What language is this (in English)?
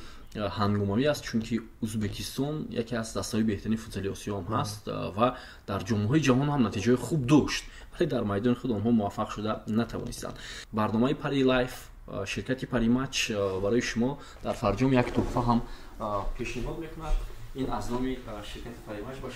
Tajik